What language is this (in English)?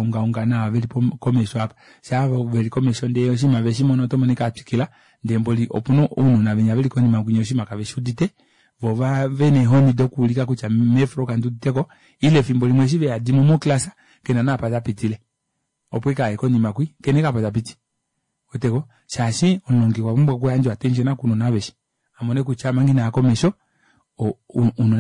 Kuanyama